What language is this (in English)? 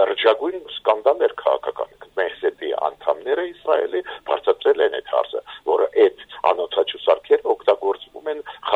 Armenian